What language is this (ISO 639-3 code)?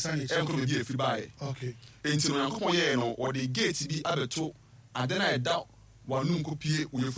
aka